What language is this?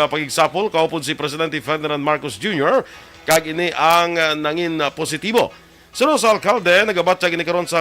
Hiligaynon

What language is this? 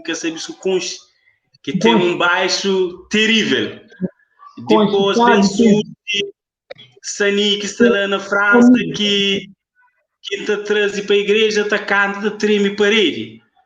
Kabuverdianu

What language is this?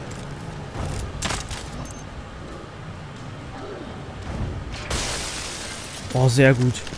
German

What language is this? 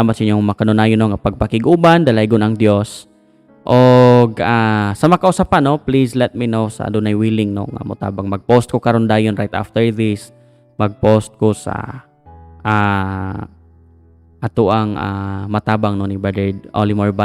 Cebuano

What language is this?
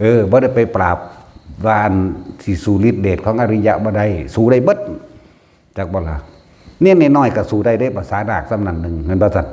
Northeastern Thai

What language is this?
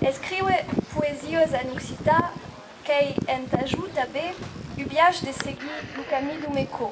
Occitan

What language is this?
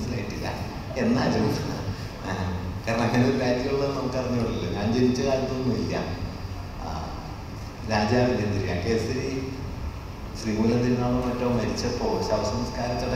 Malayalam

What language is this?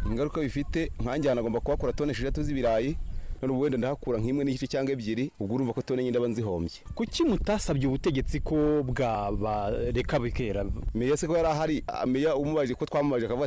Kinyarwanda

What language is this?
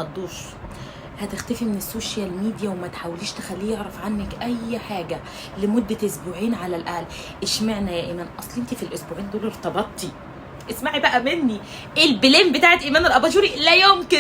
Egyptian Arabic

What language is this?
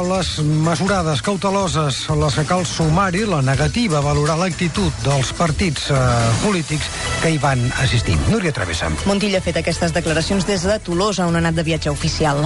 Catalan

